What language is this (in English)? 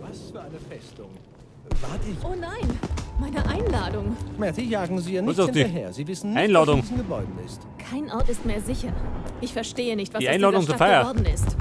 Bavarian